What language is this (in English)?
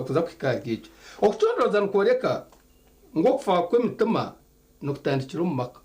Nyankole